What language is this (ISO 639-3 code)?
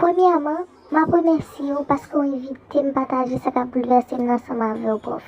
hat